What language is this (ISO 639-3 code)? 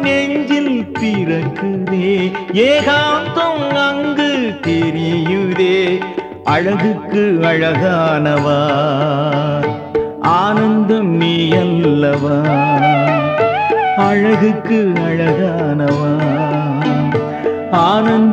tam